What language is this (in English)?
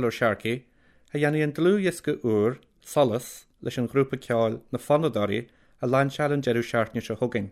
Irish